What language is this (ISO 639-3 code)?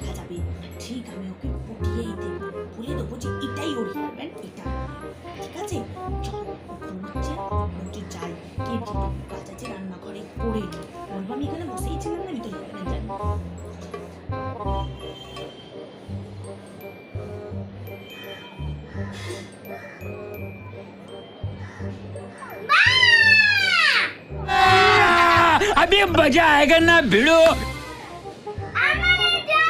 ben